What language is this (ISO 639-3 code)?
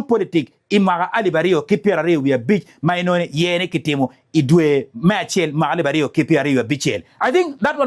ach